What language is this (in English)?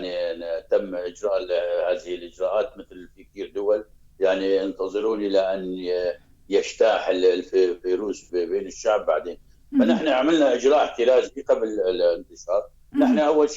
North Levantine Arabic